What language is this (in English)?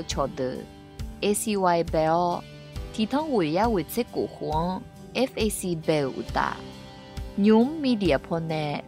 Akha